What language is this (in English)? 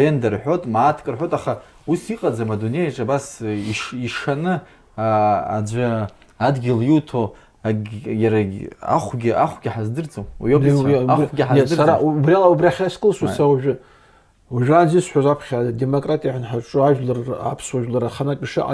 Abkhazian